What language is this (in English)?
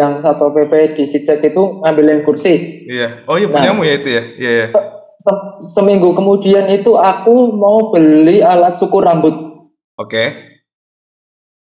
Indonesian